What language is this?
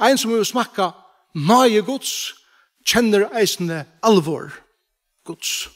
Faroese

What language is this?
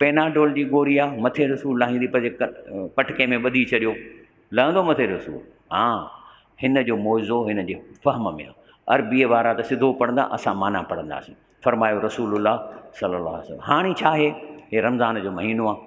Sindhi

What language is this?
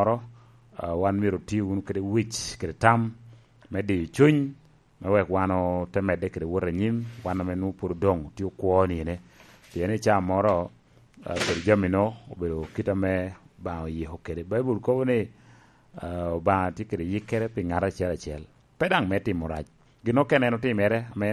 Lango (Uganda)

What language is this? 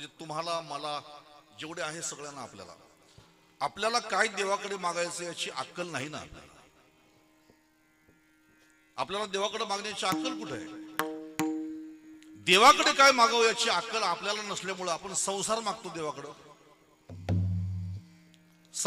Marathi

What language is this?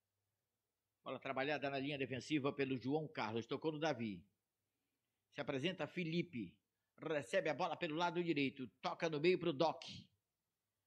Portuguese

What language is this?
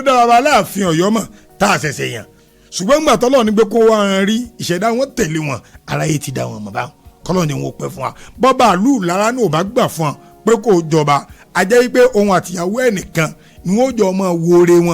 Yoruba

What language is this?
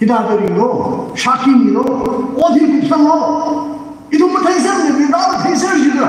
Tangkhul Naga (India)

